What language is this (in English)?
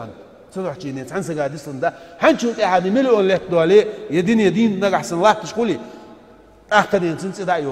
Ingush